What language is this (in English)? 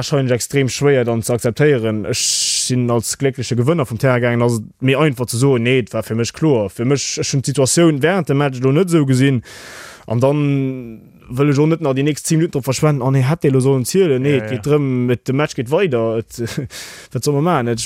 Luxembourgish